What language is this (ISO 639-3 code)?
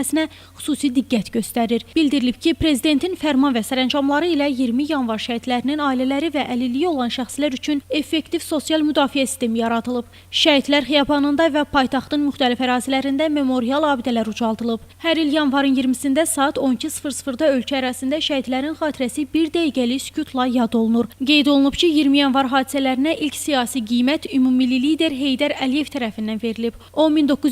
aze